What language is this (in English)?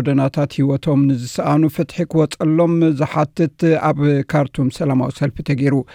Tigrinya